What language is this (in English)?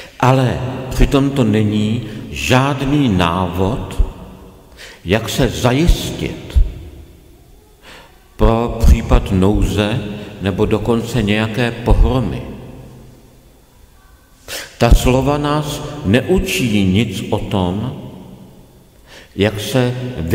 Czech